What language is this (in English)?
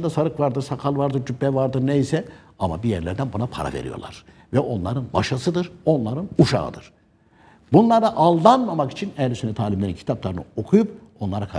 Turkish